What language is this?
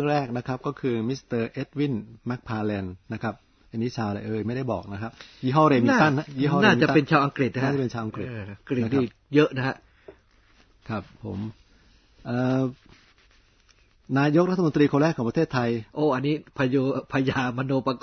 Thai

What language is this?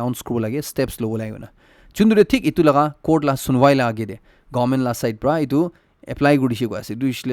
Naga Pidgin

